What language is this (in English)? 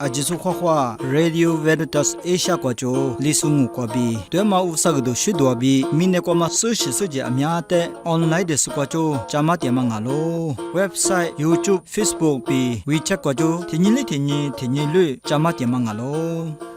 Lisu